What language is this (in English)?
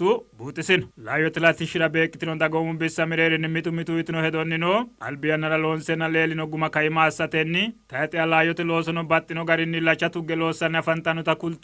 Sidamo